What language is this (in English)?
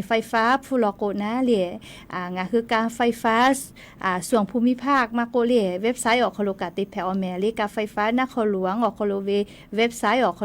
Lahu